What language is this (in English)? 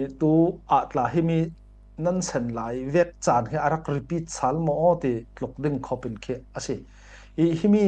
Falam Chin